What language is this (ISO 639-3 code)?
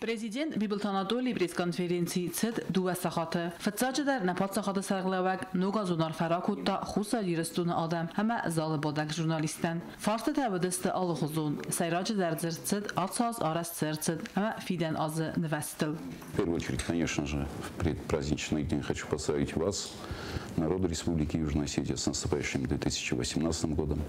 oss